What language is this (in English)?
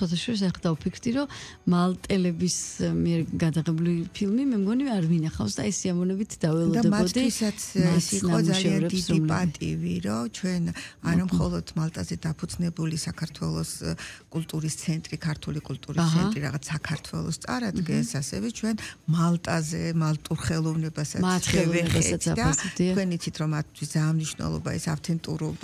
Georgian